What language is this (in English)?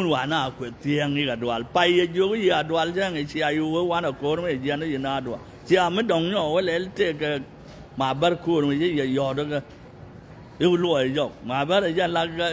Nuer